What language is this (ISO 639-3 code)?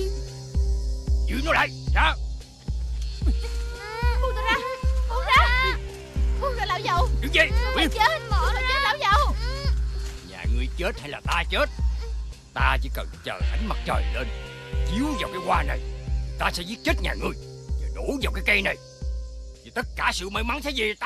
vie